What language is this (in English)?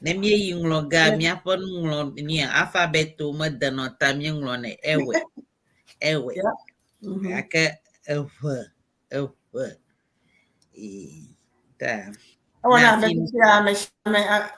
Ewe